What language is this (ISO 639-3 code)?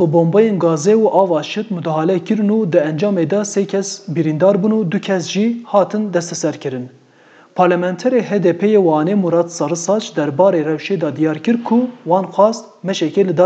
kur